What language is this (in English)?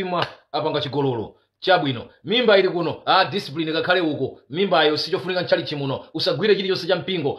Nyanja